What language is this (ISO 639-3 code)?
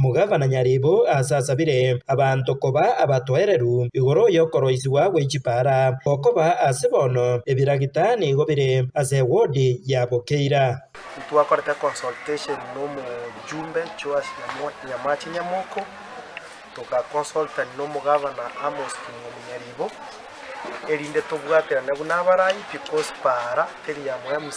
guz